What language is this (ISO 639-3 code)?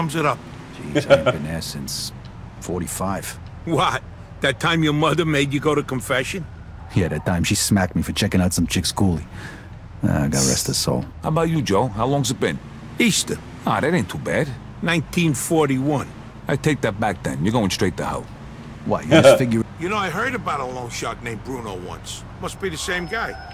eng